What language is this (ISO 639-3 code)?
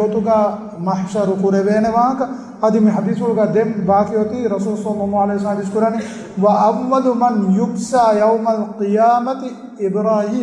div